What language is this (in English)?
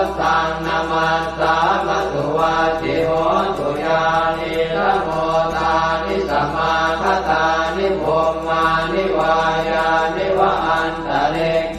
Pali